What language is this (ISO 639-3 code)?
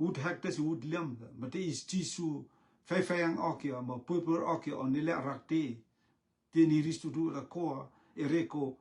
rtm